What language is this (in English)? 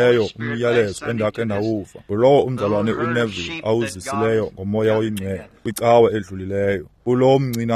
Xhosa